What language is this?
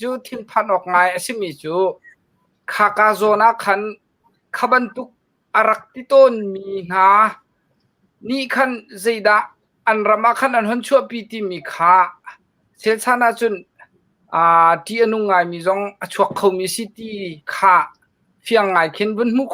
Hakha Chin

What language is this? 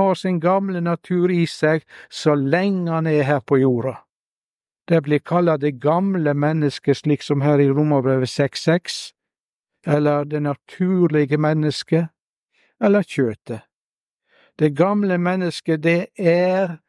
Norwegian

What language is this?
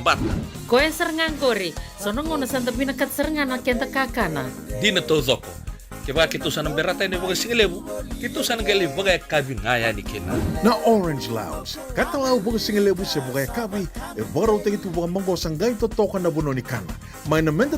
Fijian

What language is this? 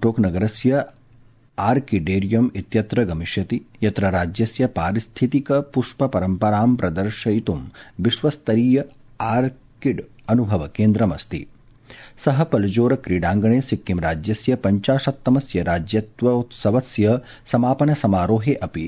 Sanskrit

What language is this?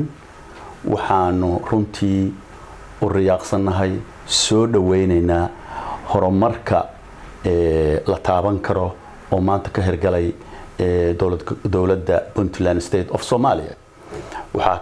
Somali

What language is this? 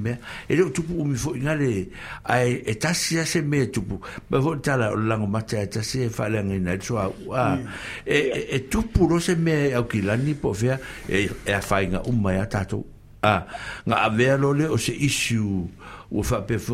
Samoan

